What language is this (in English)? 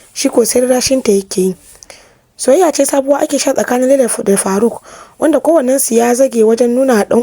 Hausa